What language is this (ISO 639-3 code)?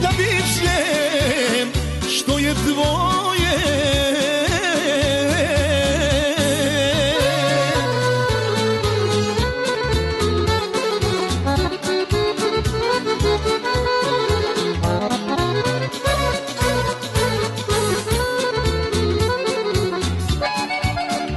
hrv